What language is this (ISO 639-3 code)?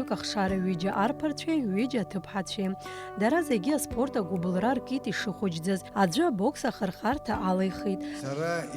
abk